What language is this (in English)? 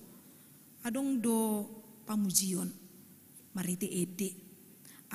Batak Toba